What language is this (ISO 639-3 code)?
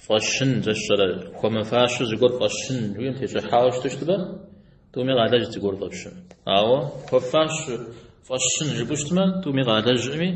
kbd